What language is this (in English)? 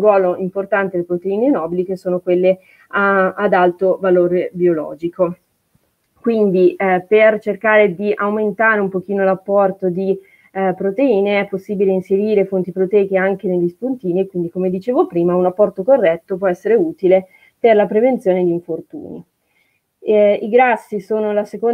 Italian